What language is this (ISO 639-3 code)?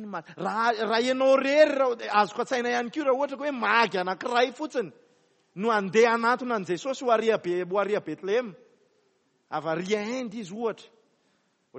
mlg